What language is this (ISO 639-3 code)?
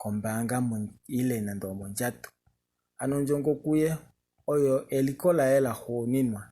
kua